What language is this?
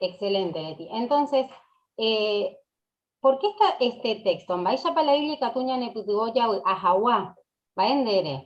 Guarani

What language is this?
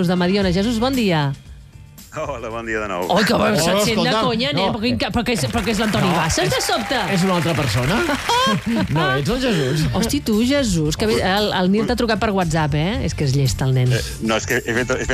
Catalan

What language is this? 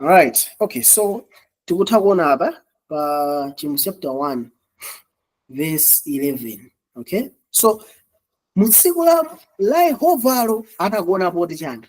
Nyanja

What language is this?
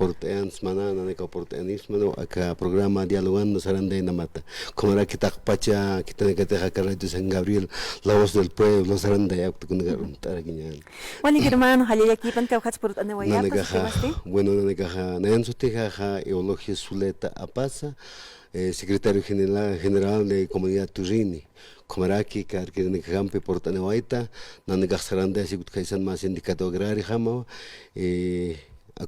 Aymara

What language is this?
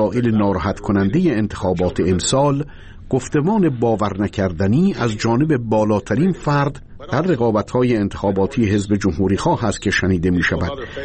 Persian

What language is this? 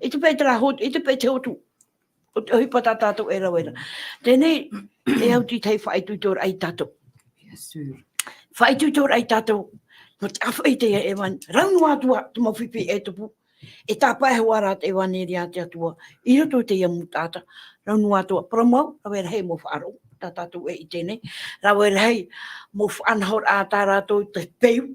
Tahitian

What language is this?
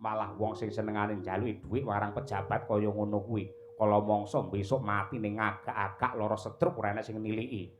Javanese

